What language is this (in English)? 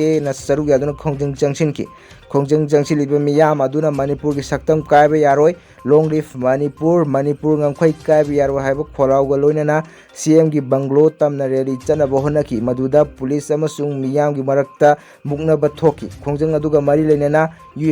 Manipuri